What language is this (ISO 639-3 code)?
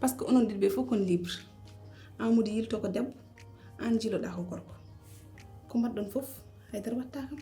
ful